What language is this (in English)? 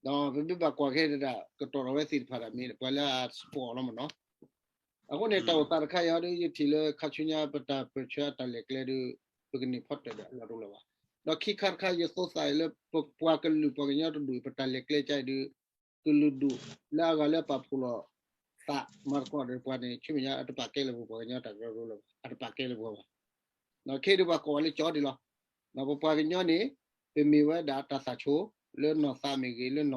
S'gaw Karen